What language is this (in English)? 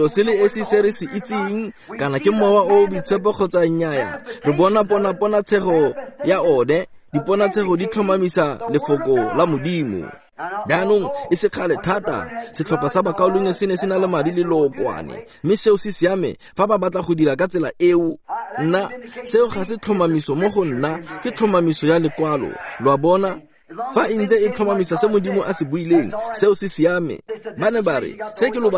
Tswana